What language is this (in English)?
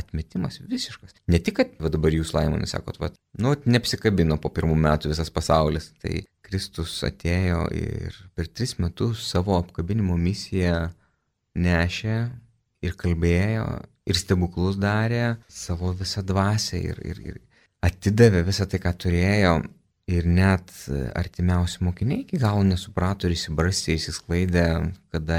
Lithuanian